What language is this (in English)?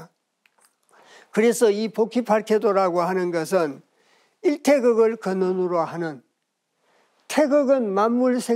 Korean